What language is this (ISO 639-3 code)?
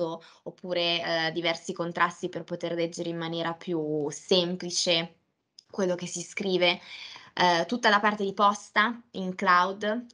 ita